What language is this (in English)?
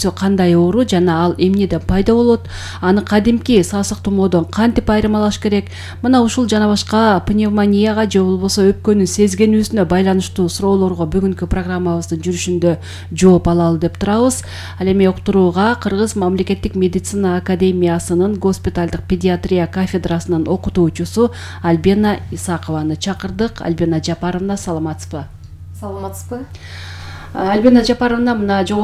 Kyrgyz